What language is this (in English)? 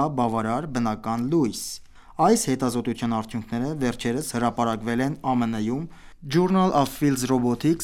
Armenian